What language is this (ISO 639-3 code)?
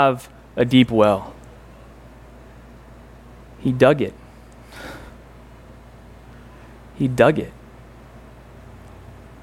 eng